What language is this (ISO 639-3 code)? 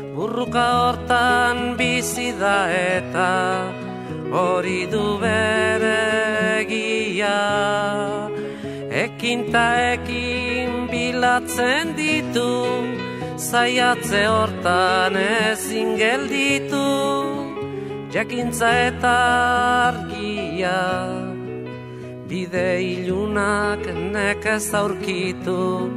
eus